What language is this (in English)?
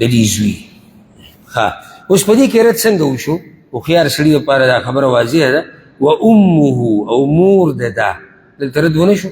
Pashto